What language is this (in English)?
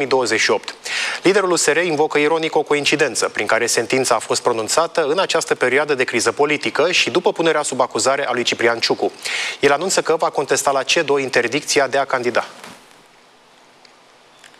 Romanian